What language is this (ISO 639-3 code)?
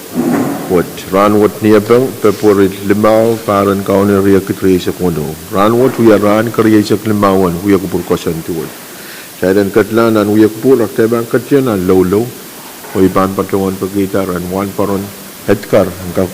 pon